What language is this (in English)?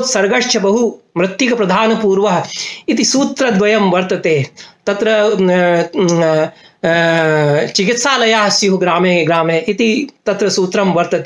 Sanskrit